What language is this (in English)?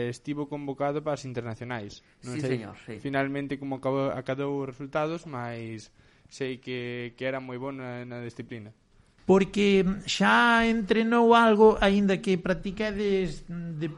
Galician